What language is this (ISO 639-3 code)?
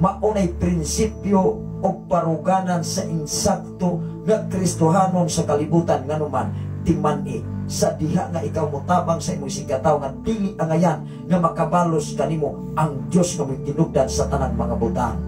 ceb